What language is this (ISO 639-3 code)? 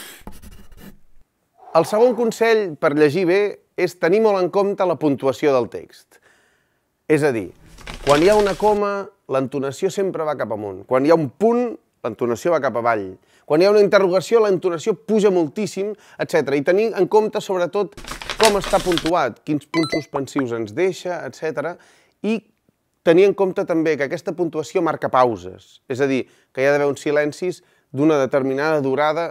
cat